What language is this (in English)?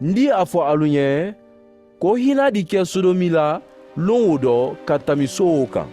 Mandingo